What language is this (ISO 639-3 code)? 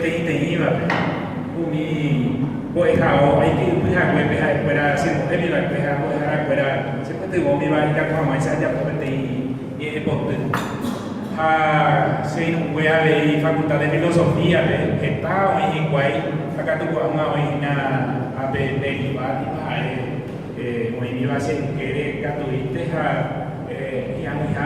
grn